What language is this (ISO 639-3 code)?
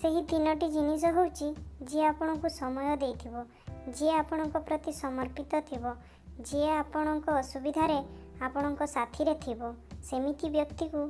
ori